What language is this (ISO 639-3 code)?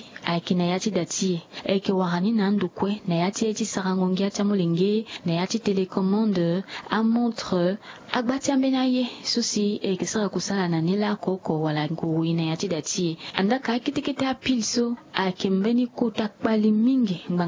sag